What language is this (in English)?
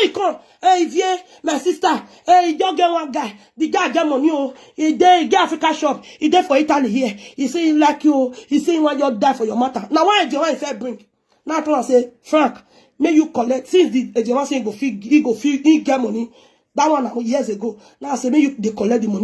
Nigerian Pidgin